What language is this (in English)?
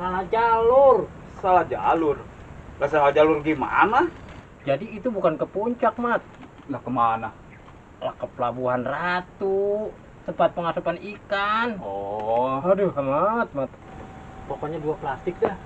Betawi